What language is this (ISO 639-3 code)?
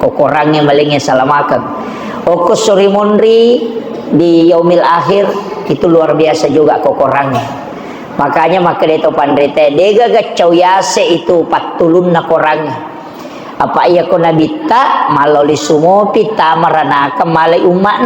bug